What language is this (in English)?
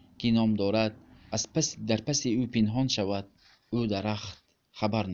Tajik